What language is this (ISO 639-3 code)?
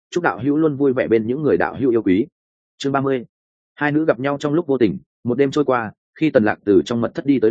vie